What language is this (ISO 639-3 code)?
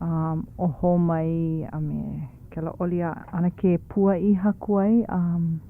haw